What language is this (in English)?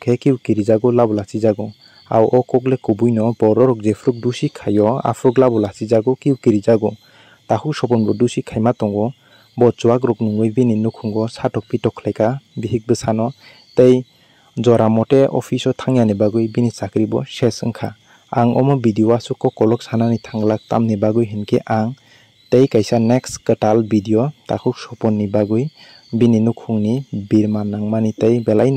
Kok Borok